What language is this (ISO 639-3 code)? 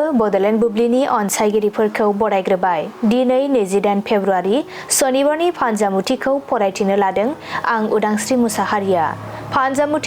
brx